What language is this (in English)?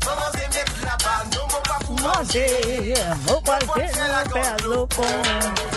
Morisyen